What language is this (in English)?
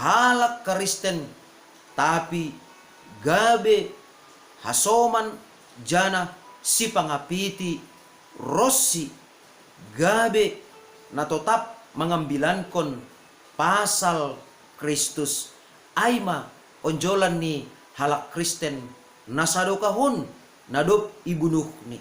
Batak Simalungun